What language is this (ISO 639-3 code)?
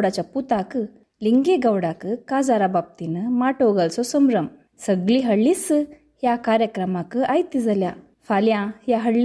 kok